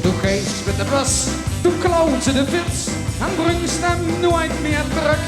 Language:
Limburgish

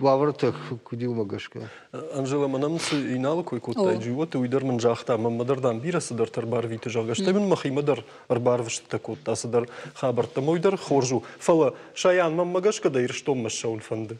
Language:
Ossetic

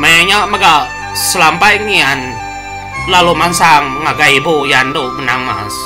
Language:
Iban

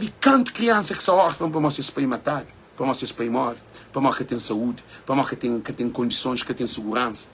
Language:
Kabuverdianu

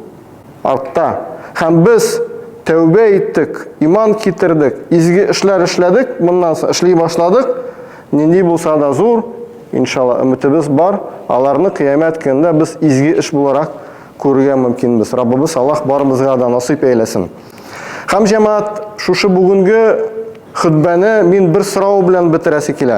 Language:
Tatar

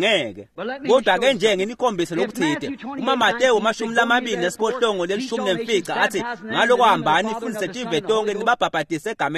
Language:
Swati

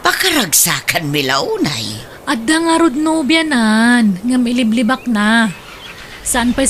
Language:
Iloko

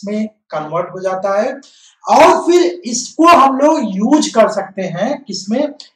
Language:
Hindi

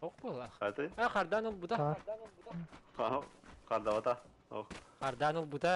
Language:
Yakut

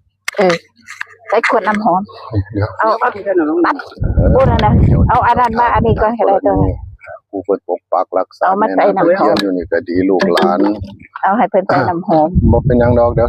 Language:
Northeastern Thai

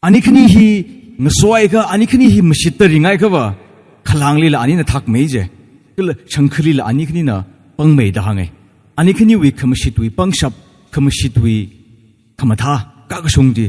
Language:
Tangkhul Naga (India)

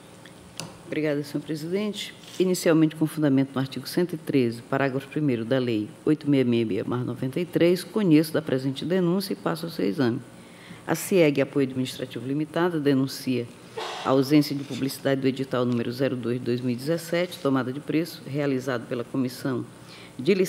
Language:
Portuguese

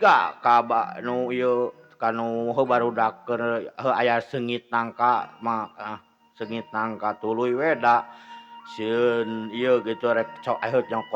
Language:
Sundanese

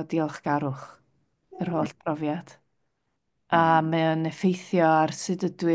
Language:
Welsh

